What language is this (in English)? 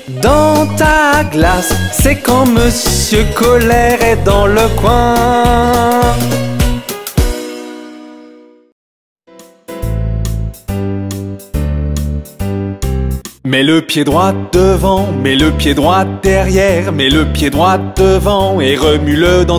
French